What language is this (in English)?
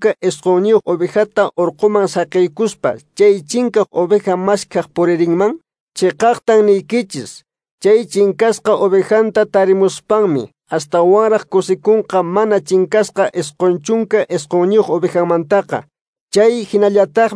Quechua